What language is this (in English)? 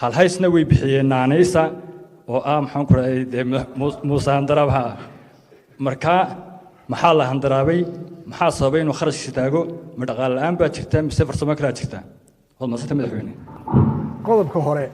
Somali